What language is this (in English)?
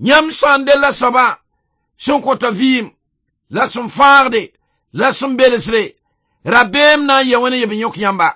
Mossi